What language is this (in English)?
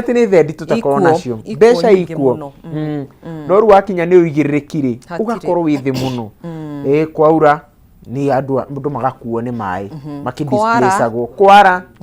Kikuyu